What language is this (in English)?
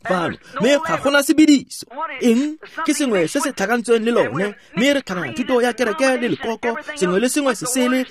Tswana